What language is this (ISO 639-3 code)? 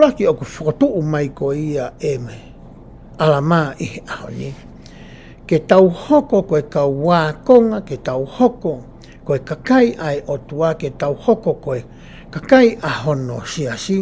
ton